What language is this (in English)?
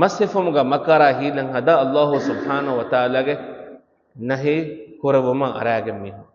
Divehi